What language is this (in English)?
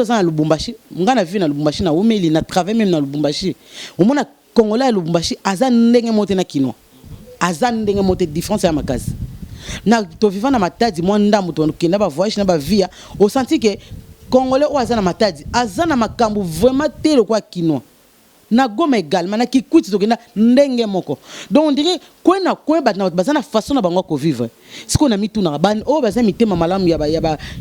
Lingala